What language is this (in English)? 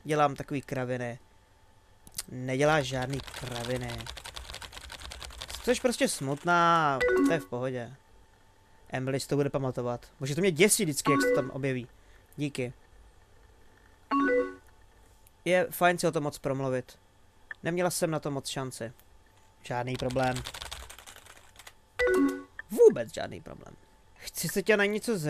Czech